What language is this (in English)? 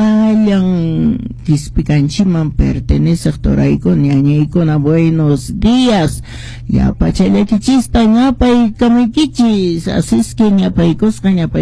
Quechua